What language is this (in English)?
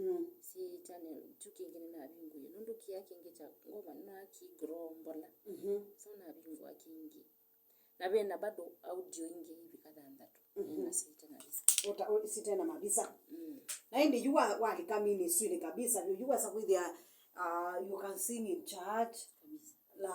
Kamba